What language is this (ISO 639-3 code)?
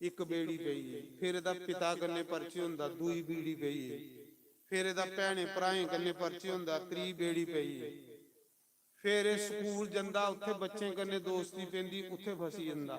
doi